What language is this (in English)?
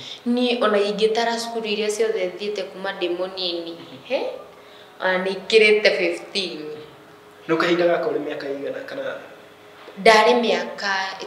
Kikuyu